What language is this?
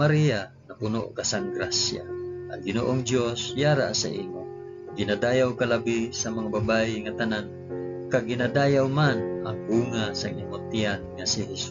Hiligaynon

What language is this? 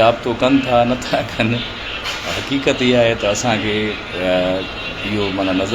Sindhi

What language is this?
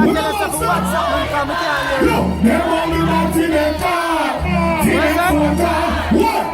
Jamaican Creole English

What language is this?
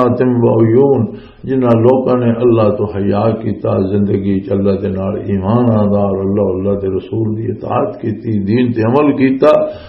Western Panjabi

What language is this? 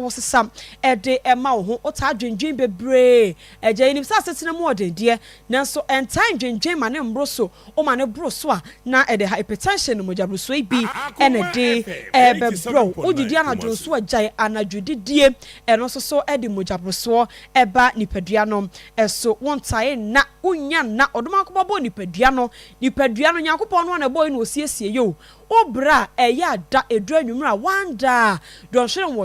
Akan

